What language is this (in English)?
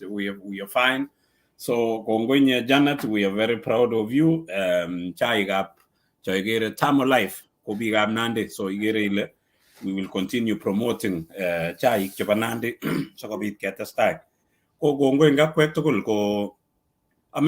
Kalenjin